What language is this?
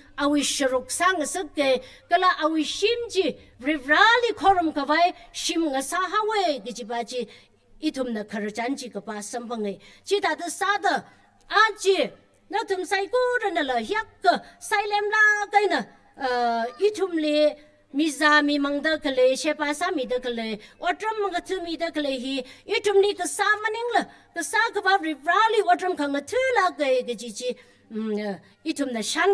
Tangkhul Naga (India)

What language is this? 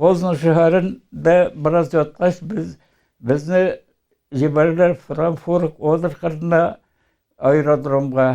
Bashkir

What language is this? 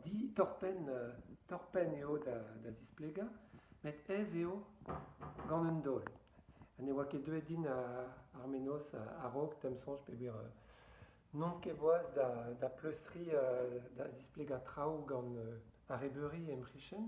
Breton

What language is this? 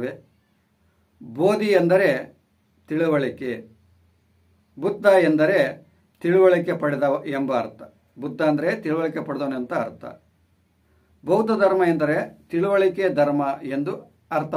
Kannada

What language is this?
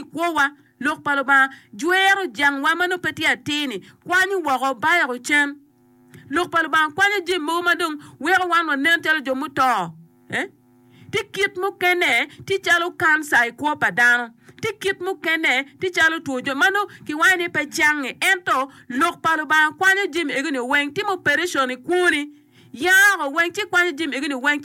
Acoli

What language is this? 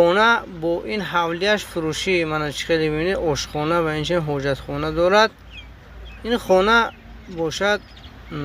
Tajik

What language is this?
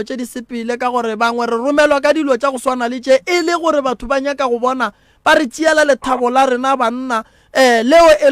Northern Sotho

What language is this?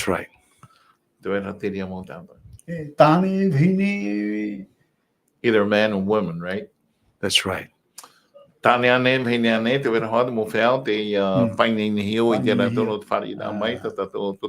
Tahitian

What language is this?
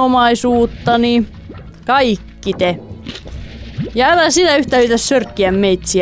Finnish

